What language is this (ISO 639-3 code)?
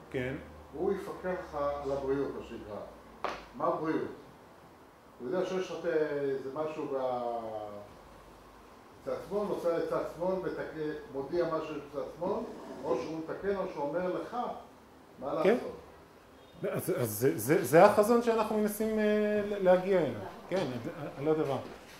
heb